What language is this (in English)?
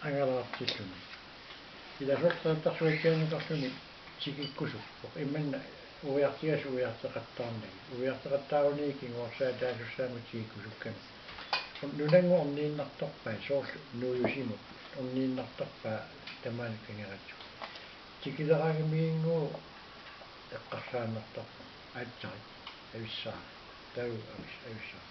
Kalaallisut